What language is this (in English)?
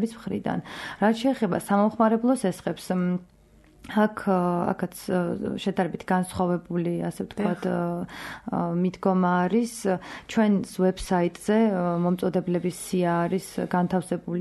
Georgian